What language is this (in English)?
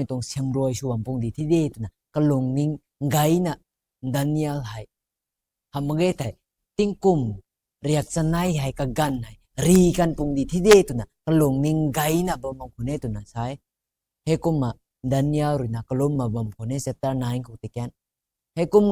Rongmei Naga